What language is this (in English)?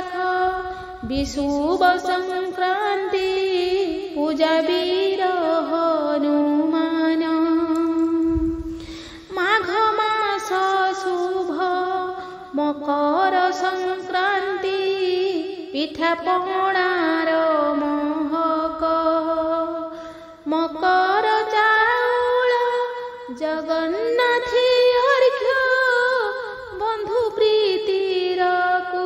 Odia